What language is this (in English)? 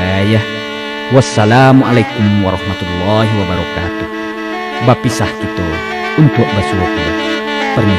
Minangkabau